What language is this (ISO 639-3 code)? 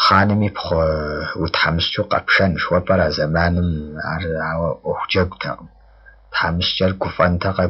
kbd